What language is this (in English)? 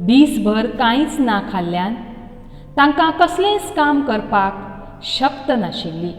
Konkani